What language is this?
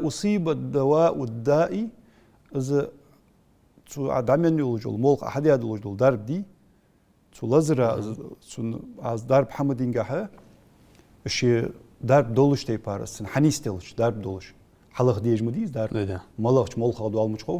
Ingush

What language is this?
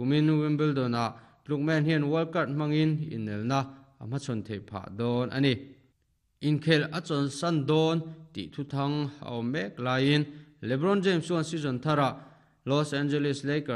Mizo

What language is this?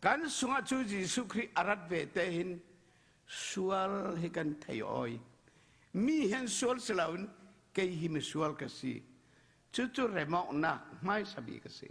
Falam Chin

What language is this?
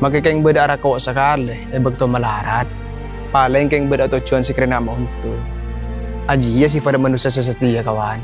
Madurese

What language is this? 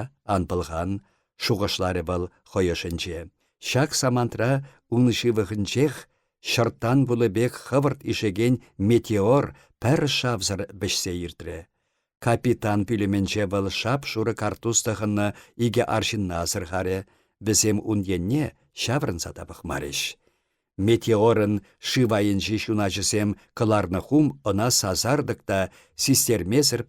Chuvash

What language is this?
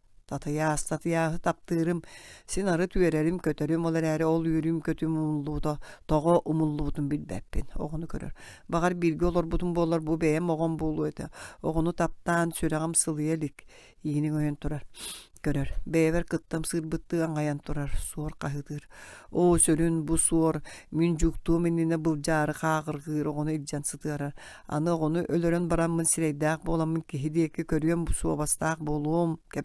Yakut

